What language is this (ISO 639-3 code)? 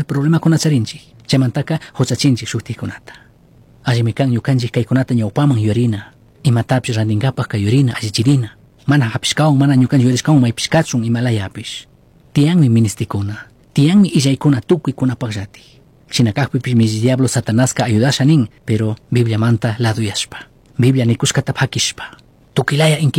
qug